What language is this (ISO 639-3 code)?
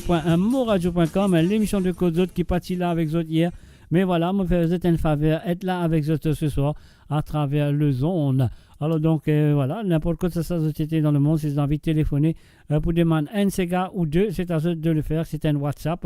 mfe